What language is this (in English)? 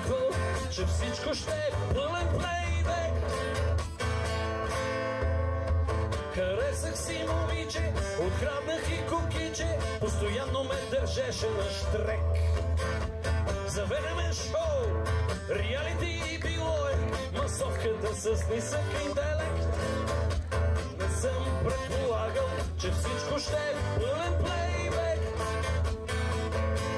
Bulgarian